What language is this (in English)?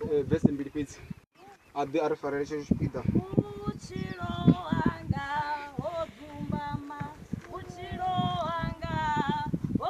Venda